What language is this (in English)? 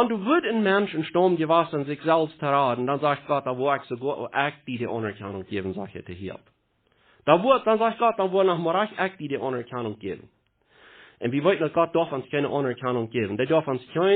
Plautdietsch